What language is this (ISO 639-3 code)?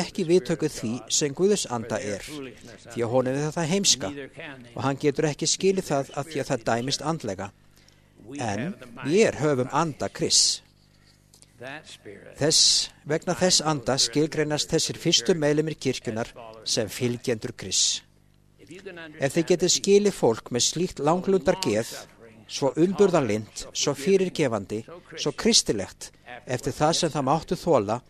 isl